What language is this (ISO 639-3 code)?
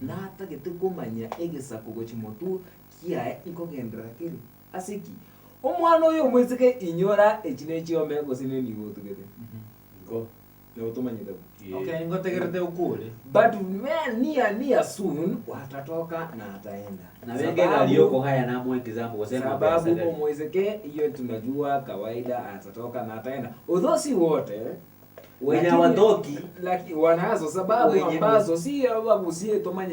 guz